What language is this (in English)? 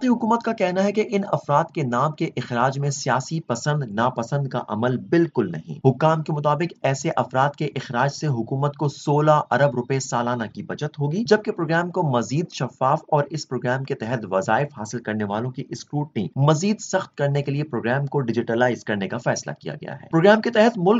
Urdu